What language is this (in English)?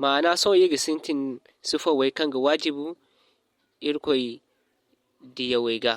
Zarma